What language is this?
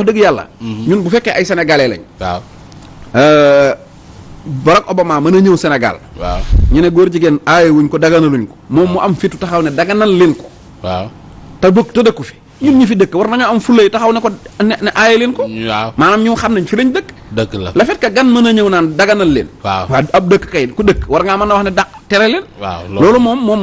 Wolof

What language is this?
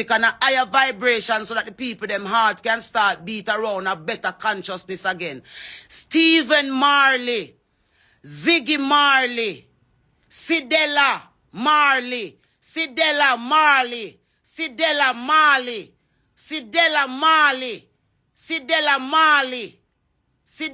Jamaican Creole English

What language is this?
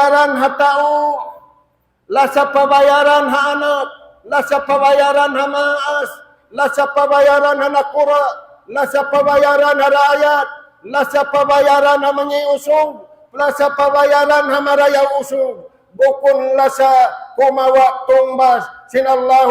Tausug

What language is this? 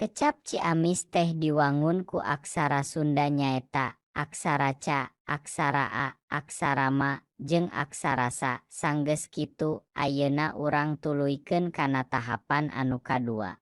Sundanese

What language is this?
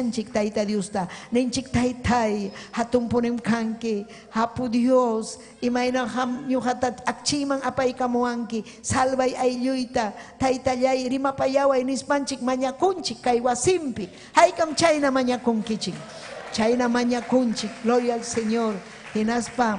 Ayacucho Quechua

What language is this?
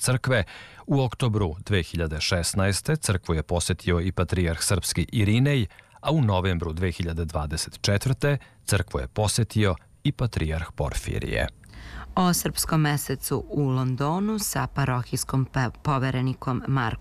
Serbian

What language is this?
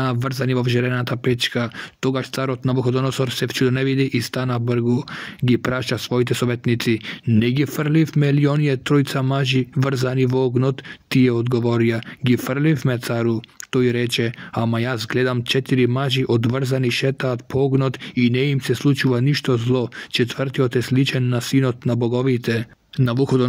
Macedonian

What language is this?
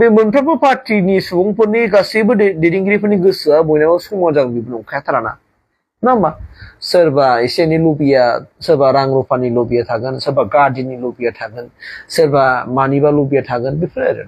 Bodo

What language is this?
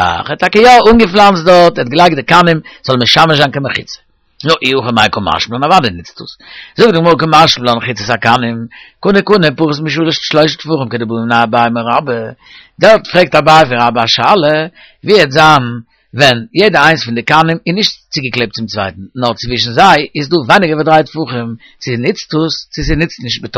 Yiddish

